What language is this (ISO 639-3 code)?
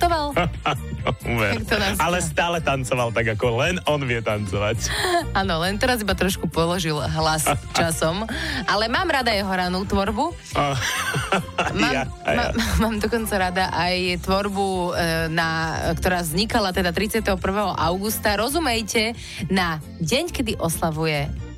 slk